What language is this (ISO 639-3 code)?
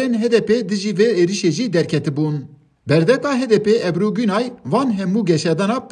kur